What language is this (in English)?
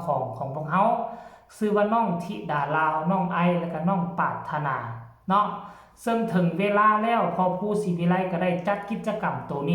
Lao